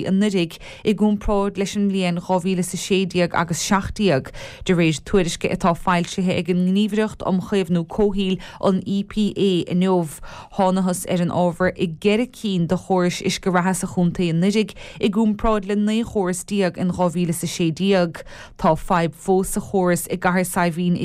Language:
Irish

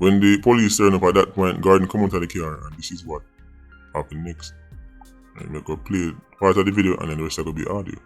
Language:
Jamaican Creole English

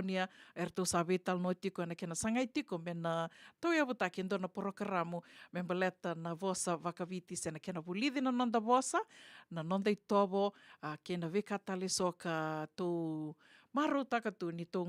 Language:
Fijian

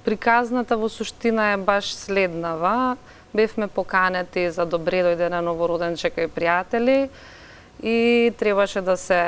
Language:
Macedonian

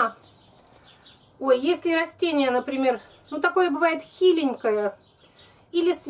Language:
Russian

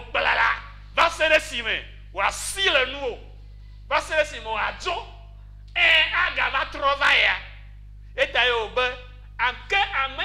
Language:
Ewe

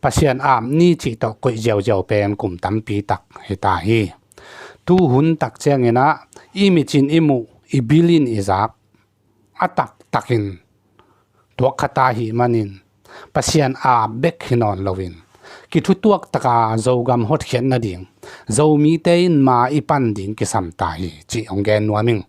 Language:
Tedim Chin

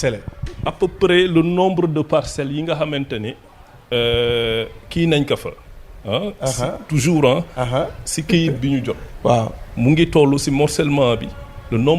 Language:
Wolof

